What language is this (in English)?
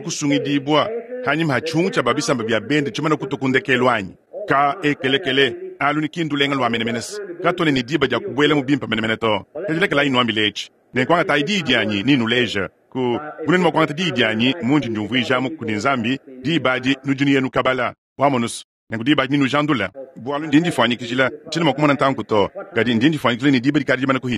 Luba-Lulua